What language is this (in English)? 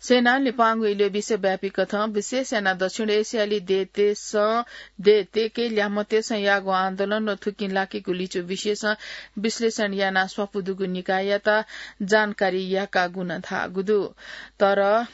Newari